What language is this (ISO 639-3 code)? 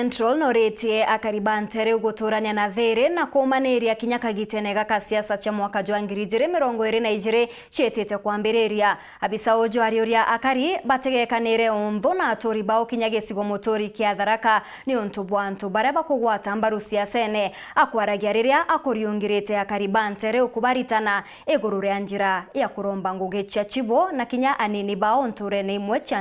mer